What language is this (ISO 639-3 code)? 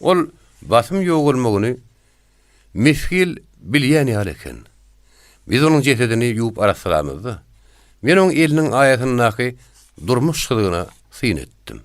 tuk